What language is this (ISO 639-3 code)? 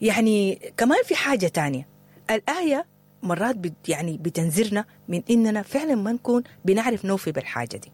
apd